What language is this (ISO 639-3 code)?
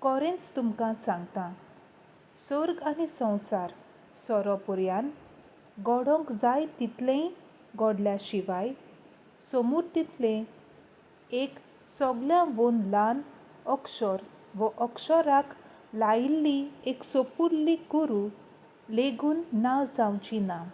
kok